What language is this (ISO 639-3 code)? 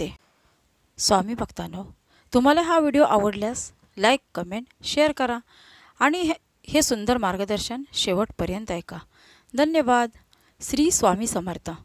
mar